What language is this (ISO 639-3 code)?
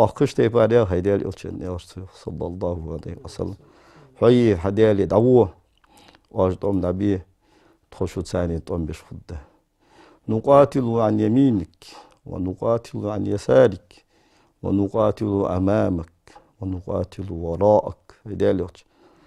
inh